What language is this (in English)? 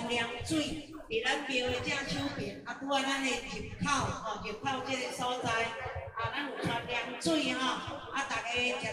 Min Nan Chinese